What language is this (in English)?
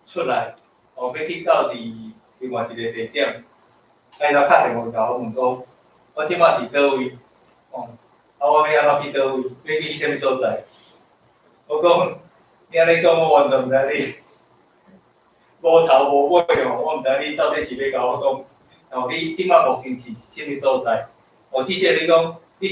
Min Nan Chinese